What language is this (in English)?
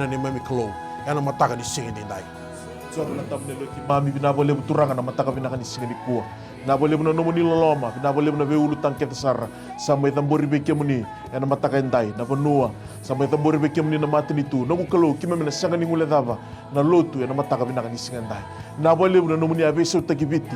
Fijian